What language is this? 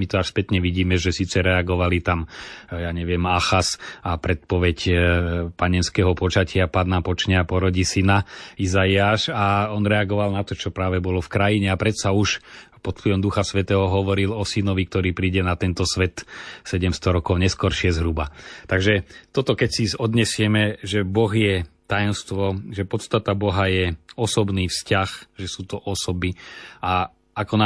Slovak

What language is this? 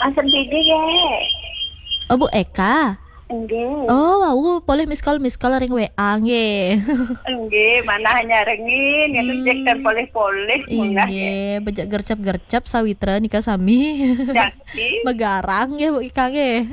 Balinese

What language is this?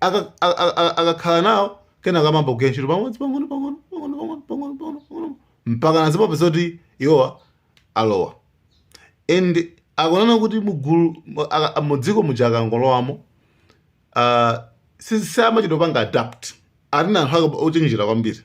Nyanja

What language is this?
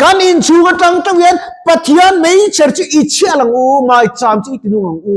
Mizo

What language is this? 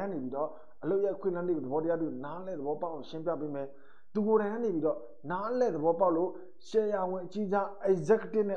Burmese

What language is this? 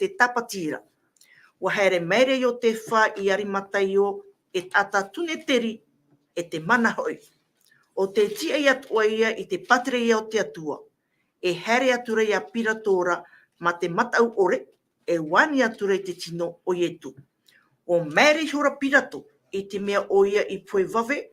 Tahitian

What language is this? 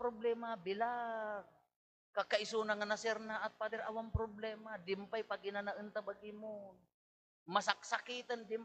Iloko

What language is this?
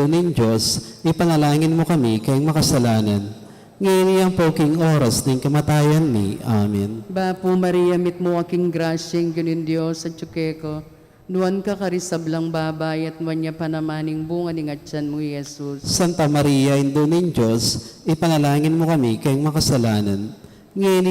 Pampanga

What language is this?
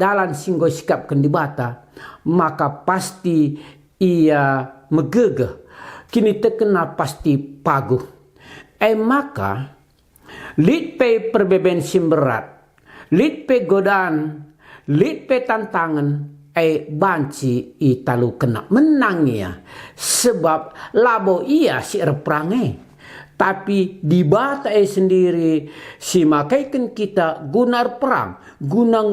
Batak Karo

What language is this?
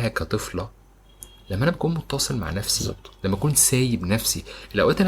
Egyptian Arabic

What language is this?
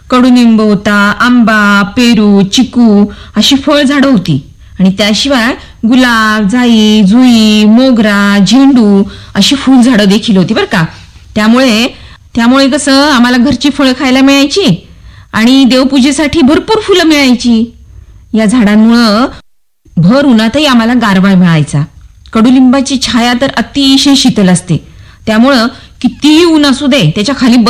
Marathi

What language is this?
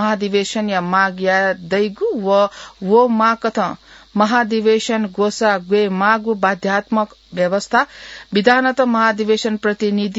Newari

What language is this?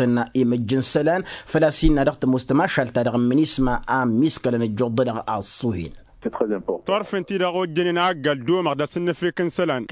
Tamasheq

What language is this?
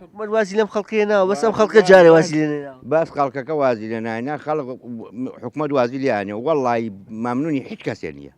Central Kurdish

